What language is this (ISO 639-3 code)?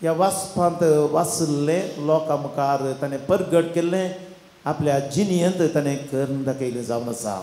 kok